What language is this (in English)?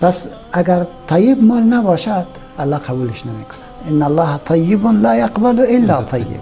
Persian